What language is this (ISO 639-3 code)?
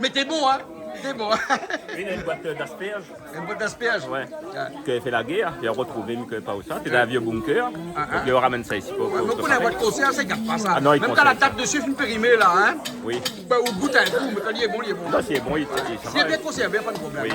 rcf